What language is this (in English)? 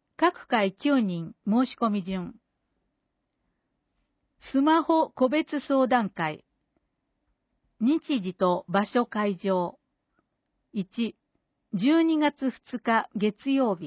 Japanese